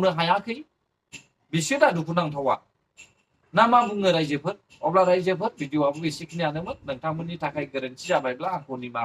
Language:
Bodo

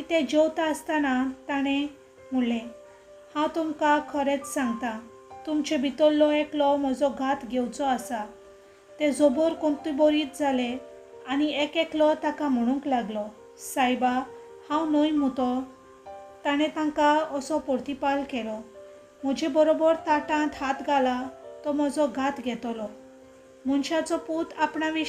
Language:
Konkani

